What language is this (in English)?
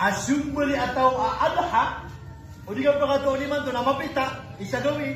Maranao